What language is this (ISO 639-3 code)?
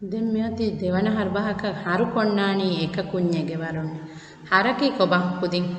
div